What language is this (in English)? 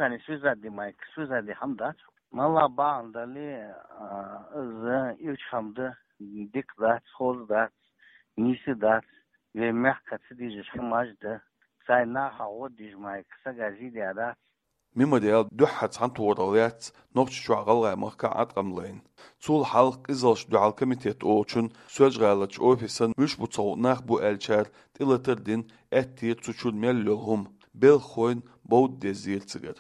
Chechen